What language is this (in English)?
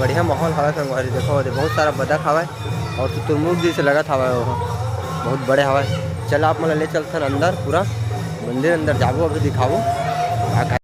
Chhattisgarhi